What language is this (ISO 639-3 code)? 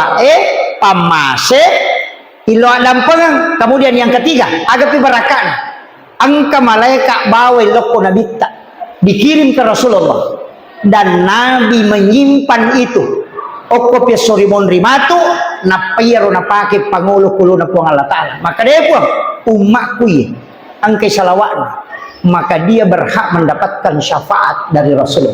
bug